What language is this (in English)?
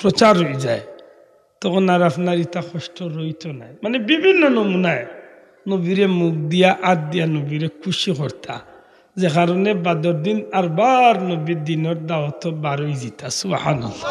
Sylheti